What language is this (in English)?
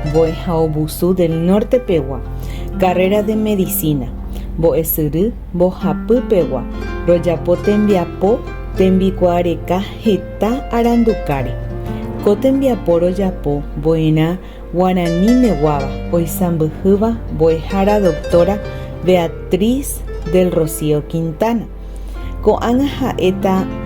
Guarani